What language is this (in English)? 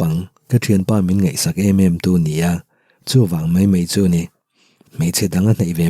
Mizo